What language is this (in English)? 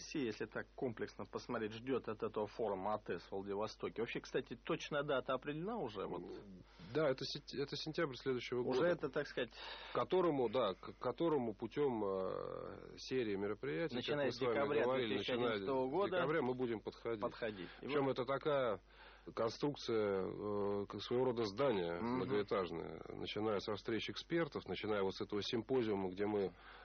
Russian